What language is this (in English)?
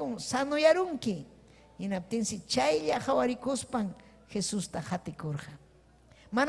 Ayacucho Quechua